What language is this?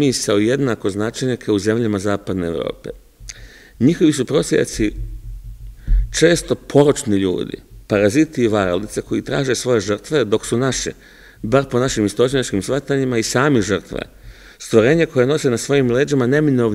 Serbian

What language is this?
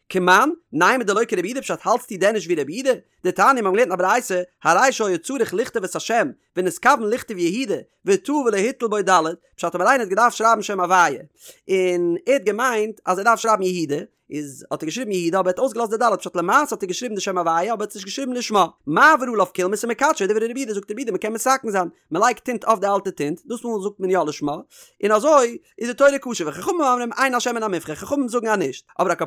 Yiddish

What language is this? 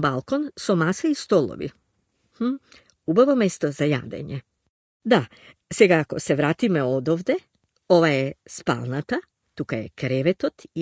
Macedonian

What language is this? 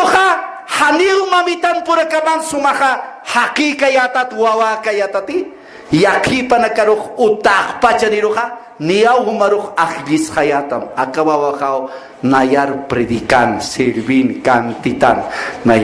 Aymara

